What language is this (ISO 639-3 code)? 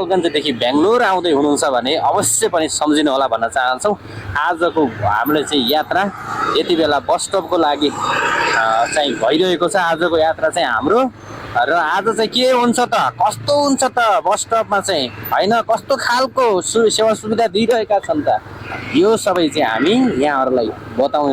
nep